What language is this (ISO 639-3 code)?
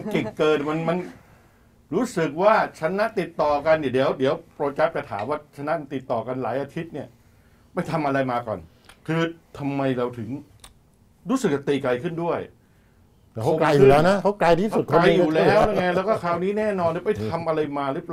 tha